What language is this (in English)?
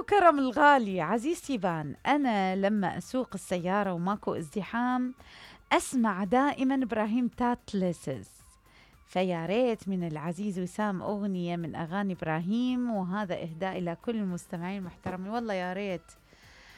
Mesopotamian Arabic